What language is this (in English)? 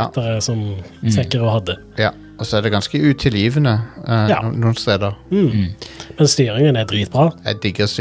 Norwegian